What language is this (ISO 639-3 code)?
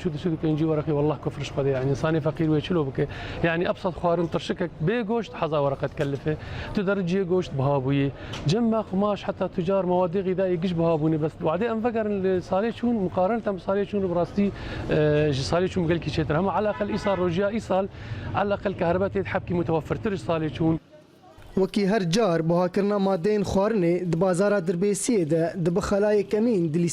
kur